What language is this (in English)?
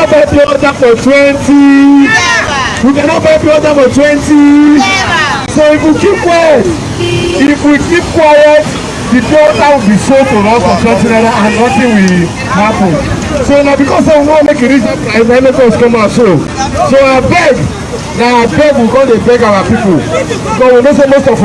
Nigerian Pidgin